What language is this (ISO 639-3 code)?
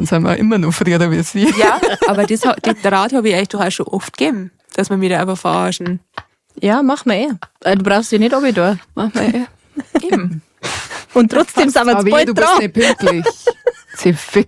bar